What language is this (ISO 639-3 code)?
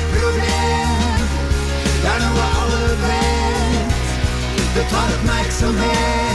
nor